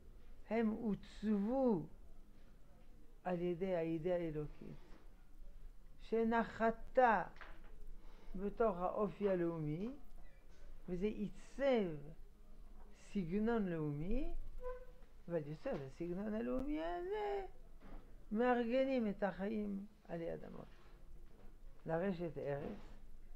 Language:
Hebrew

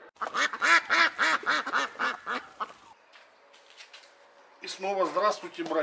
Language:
Russian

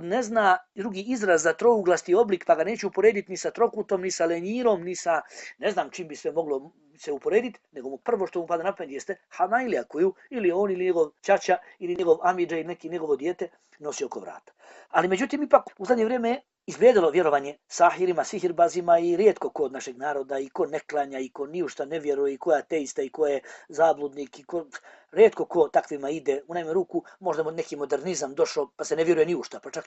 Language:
Bosnian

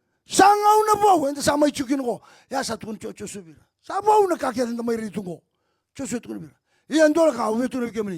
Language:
Fijian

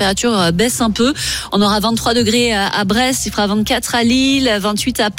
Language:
French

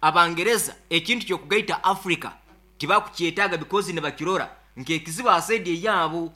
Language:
Nyoro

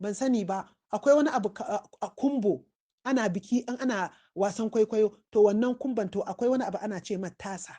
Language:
Hausa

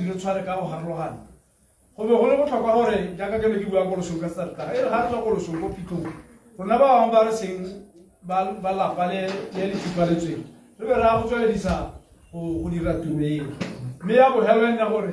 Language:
Tswana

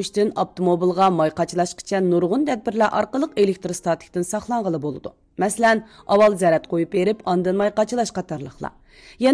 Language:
Uyghur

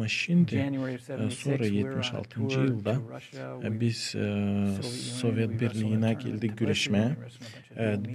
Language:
Gagauz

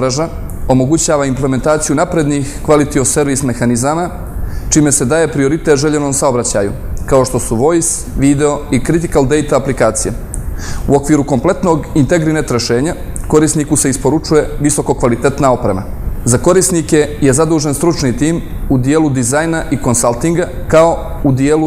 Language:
Bosnian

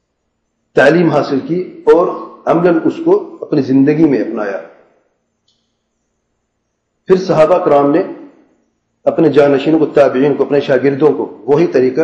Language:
Urdu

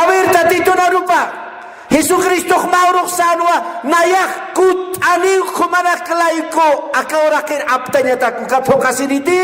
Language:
Aymara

